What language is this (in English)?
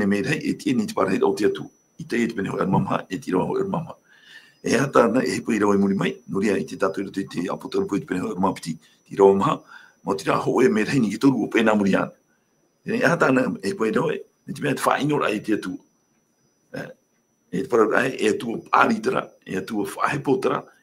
Tahitian